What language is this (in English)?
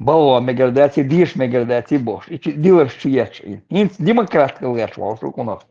Chechen